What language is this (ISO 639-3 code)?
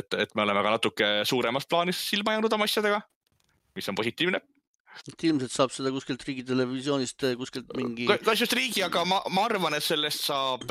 est